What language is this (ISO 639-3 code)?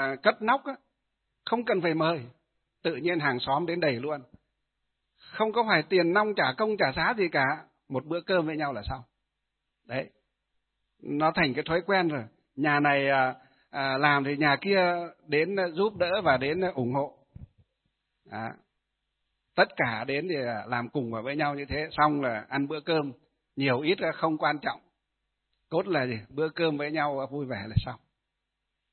vie